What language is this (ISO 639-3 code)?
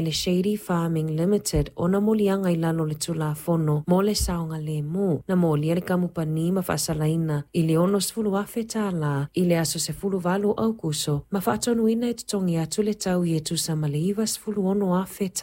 smo